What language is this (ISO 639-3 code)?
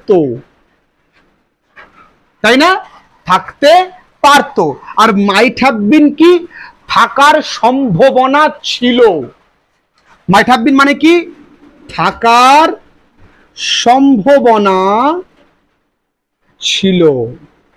ben